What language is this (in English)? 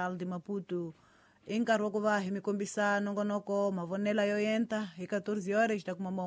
Tsonga